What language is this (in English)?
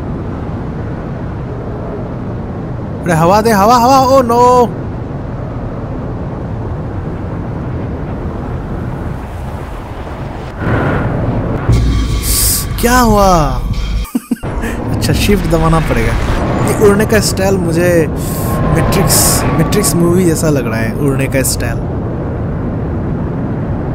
Hindi